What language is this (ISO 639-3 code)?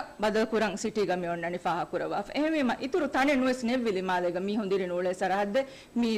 div